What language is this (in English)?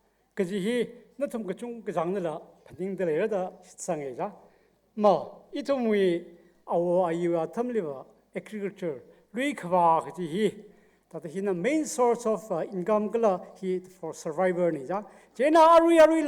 Tangkhul Naga (India)